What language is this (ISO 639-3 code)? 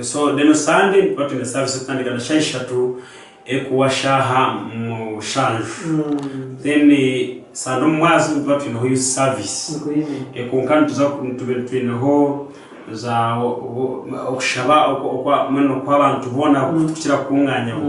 nyn